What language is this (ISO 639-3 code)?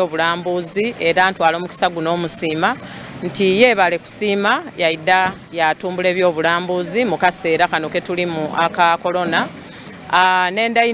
xog